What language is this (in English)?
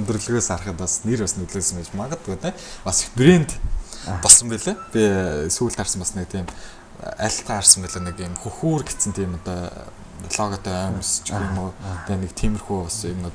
Mongolian